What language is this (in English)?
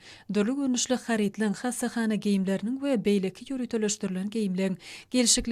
Turkmen